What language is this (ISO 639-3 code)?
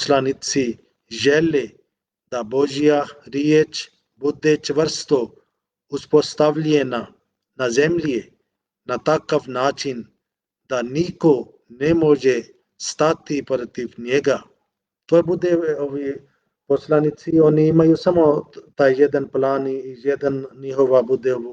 bos